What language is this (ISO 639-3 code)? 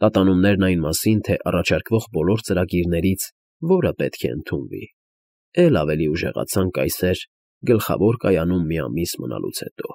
hye